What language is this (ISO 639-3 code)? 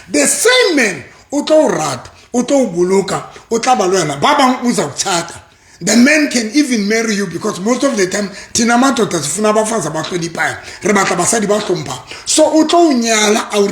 sot